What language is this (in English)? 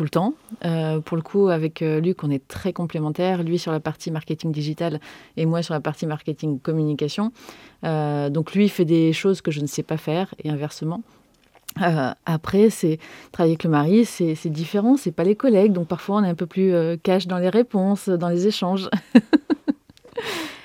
French